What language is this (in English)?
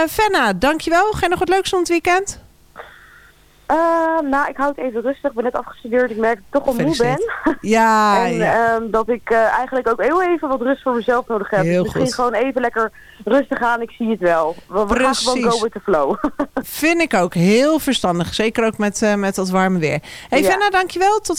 Dutch